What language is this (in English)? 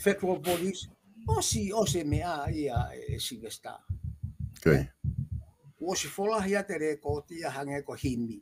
Tongan